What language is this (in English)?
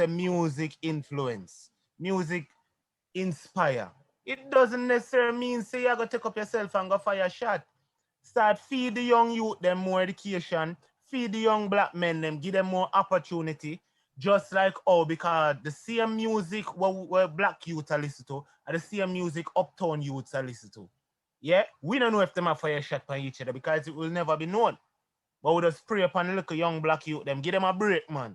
Jamaican Creole English